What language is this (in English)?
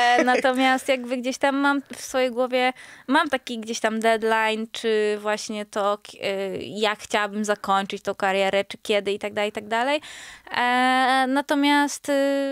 Polish